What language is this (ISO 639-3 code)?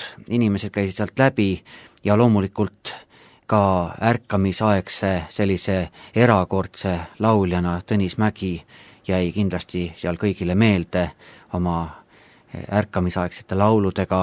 est